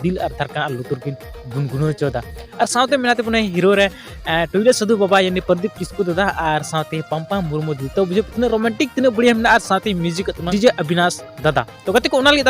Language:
Santali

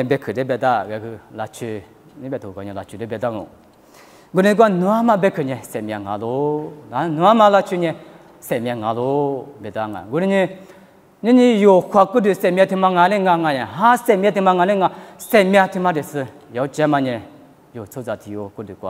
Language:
Lisu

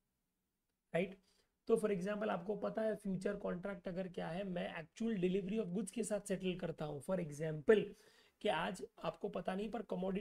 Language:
Hindi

